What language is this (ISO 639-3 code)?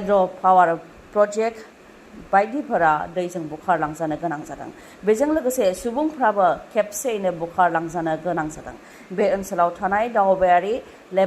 brx